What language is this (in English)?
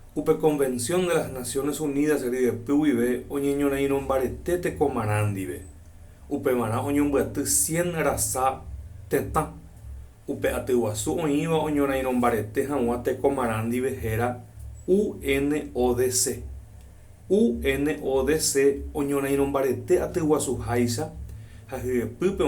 Guarani